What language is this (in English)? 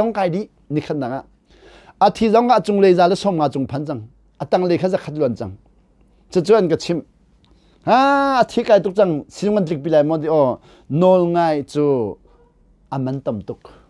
Hakha Chin